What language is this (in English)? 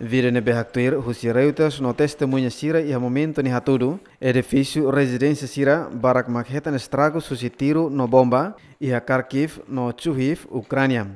Tetum